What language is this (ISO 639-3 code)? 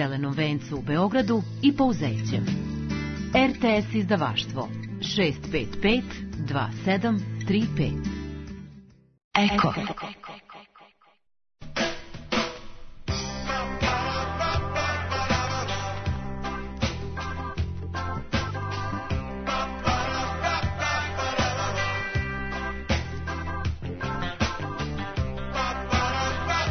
srp